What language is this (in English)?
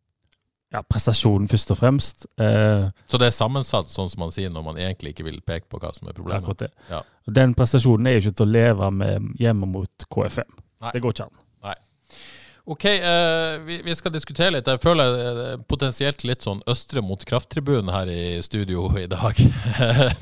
Norwegian